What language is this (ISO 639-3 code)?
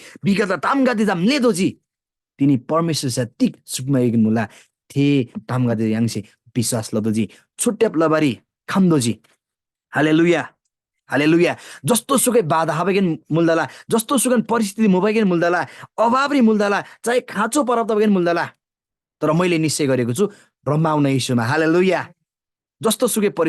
taj